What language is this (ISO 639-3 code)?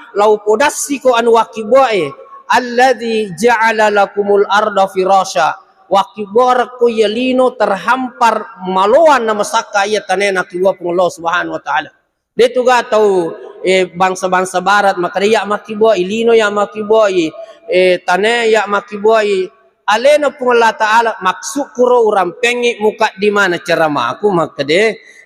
bug